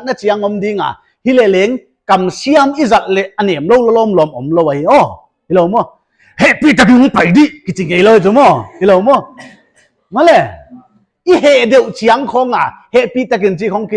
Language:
Paite Chin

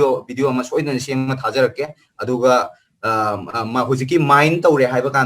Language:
Manipuri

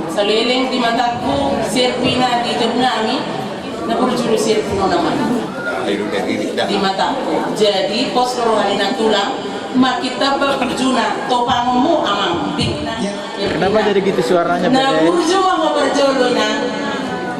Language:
Batak Toba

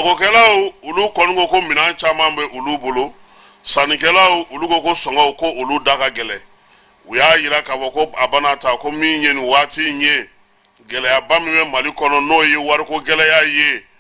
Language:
Bambara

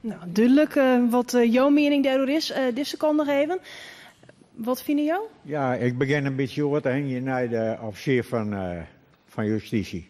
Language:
Western Frisian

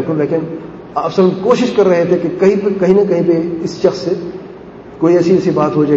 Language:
Urdu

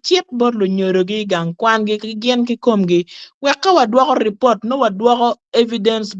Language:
Acoli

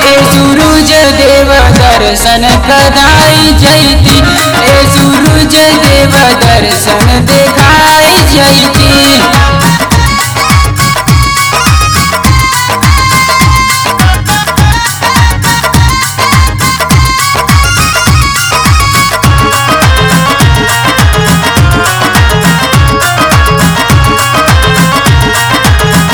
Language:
Bhojpuri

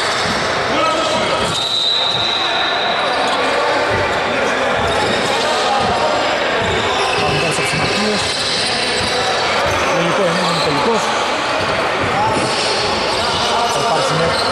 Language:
Greek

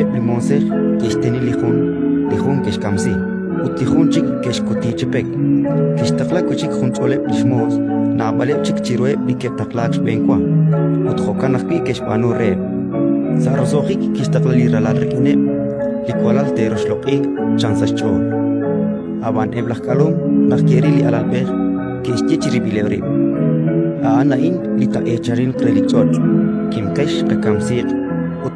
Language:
Kekchí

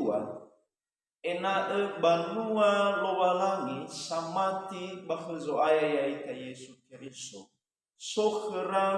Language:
Nias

